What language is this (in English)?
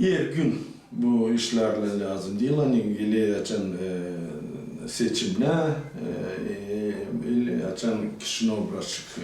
Gagauz